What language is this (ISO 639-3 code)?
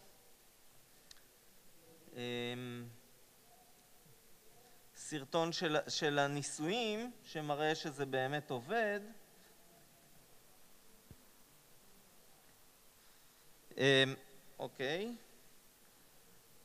heb